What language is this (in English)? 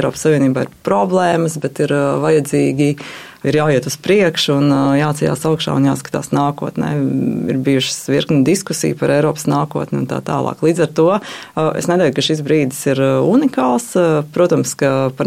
Latvian